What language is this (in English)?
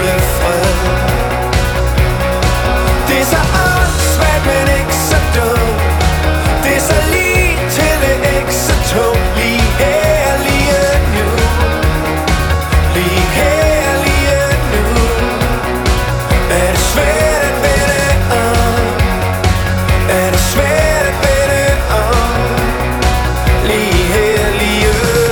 Danish